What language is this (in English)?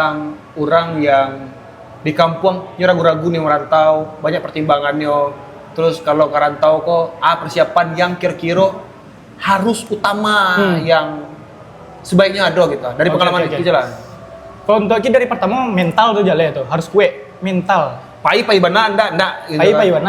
Minangkabau